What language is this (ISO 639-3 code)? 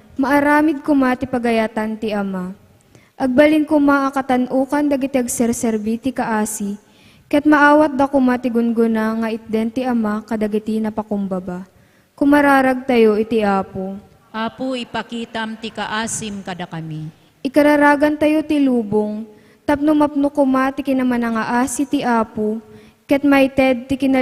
ilo